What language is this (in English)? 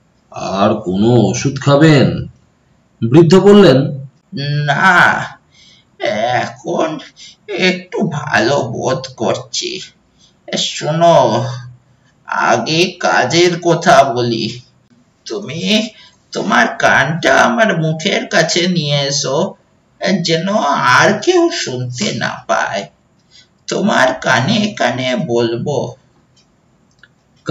Bangla